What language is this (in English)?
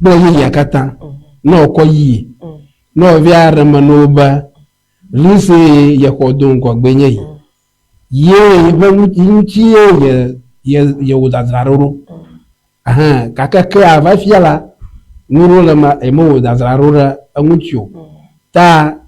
Ewe